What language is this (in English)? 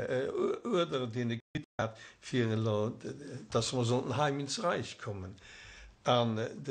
Luxembourgish